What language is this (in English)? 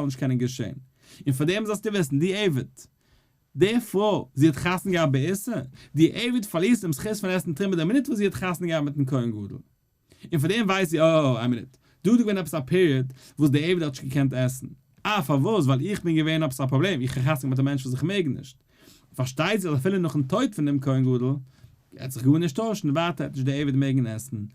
Yiddish